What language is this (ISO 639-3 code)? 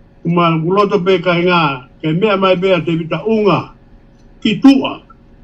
ton